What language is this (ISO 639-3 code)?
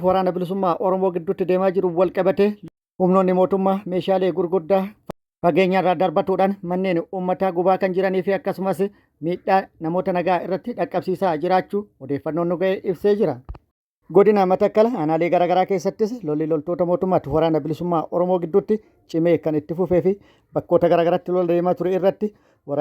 orm